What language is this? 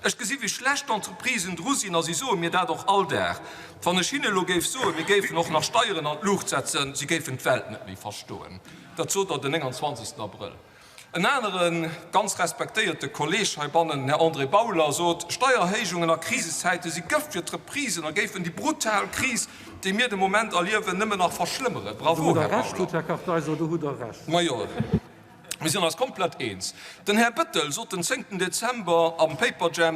Luxembourgish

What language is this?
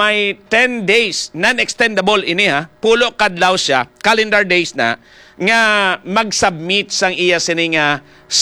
Hiligaynon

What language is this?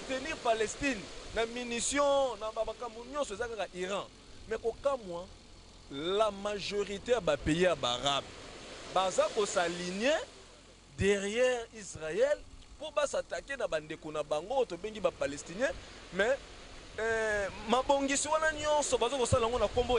Lingala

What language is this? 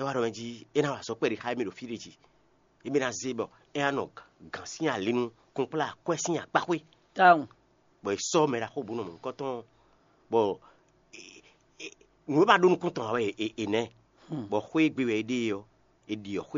Fon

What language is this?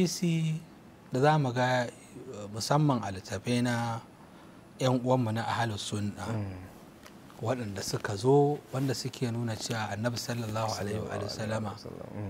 Hausa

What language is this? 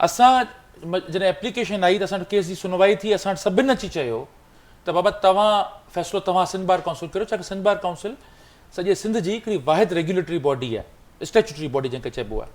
Sindhi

